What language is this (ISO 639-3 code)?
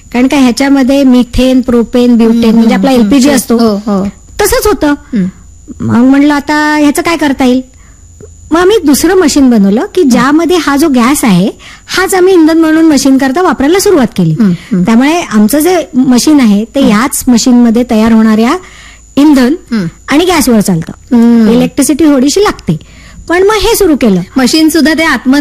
mar